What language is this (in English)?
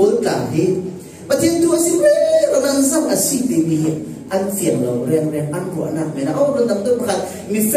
Falam Chin